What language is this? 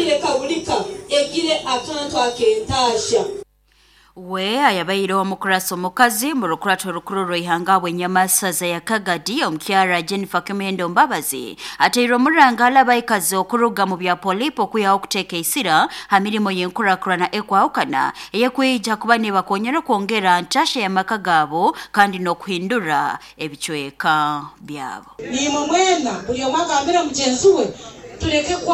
Nyoro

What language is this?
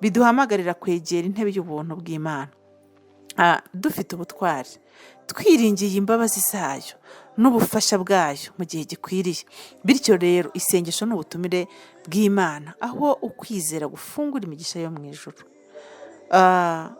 Kinyarwanda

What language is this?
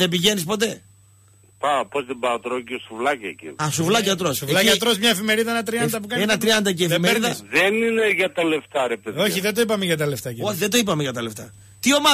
Greek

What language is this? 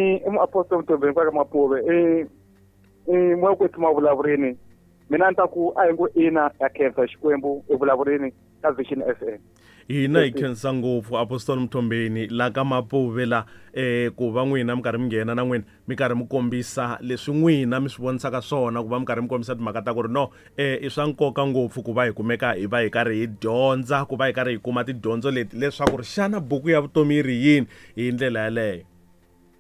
Tsonga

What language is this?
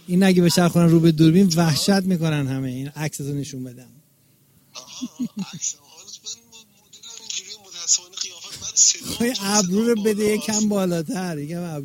Persian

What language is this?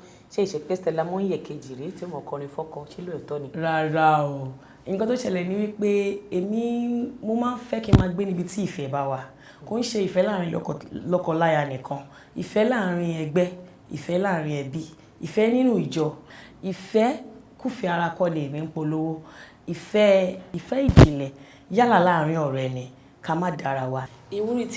Yoruba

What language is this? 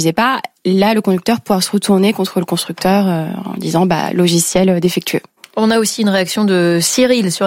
French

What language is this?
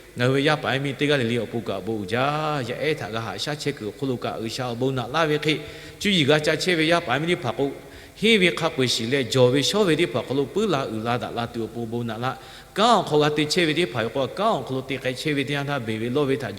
Lahu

